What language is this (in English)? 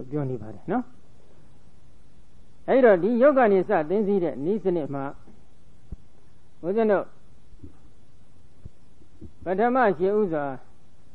Burmese